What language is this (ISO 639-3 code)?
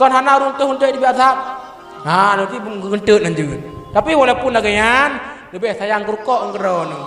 ace